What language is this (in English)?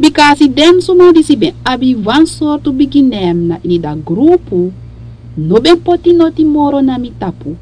Sranan Tongo